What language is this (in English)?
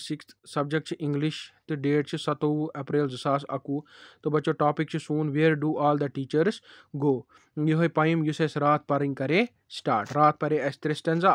Kashmiri